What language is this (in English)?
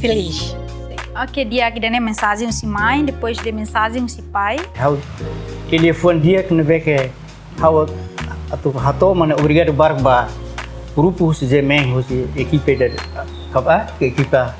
Tetum